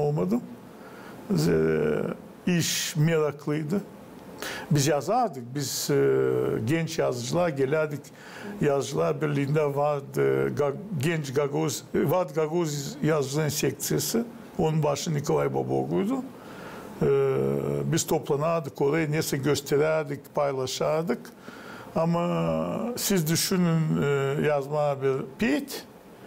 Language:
Gagauz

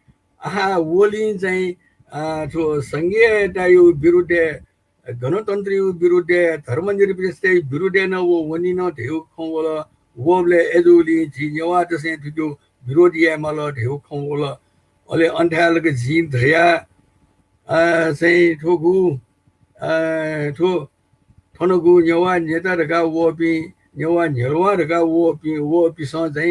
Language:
Newari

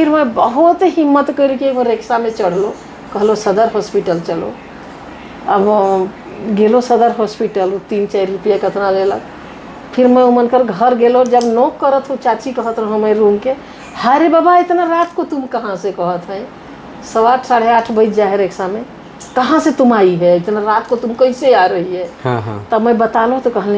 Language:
Sadri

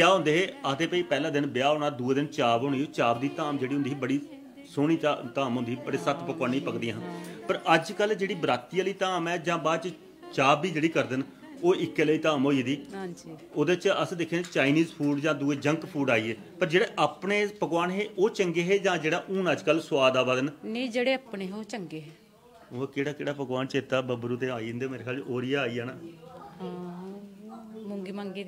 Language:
Dogri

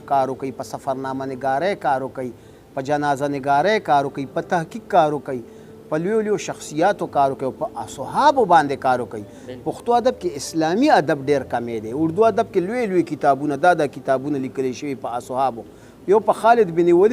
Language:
Pashto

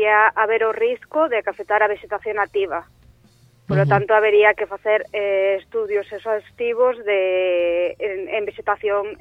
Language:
Galician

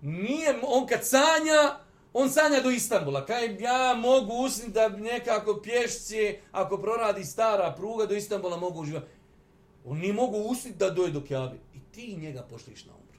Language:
Bosnian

